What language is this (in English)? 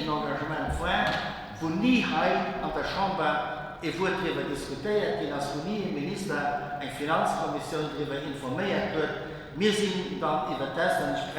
Luxembourgish